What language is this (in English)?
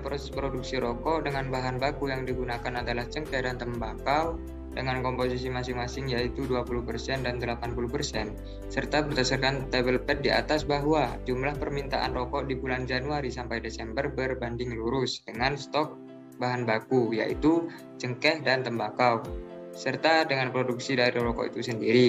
Indonesian